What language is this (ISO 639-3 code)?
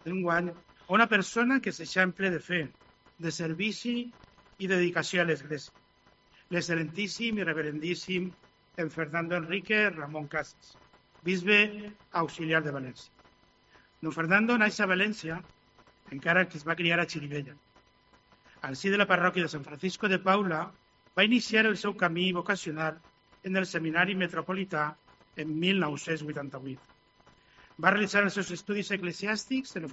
cat